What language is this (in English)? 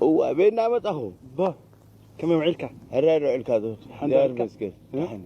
Tigrinya